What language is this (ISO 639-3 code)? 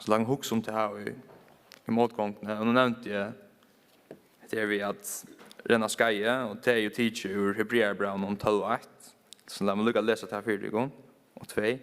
fao